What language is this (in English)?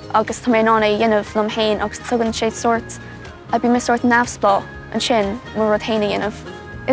Irish